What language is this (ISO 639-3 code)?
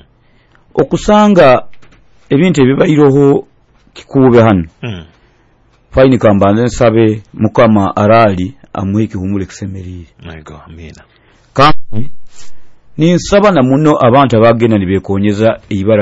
nyo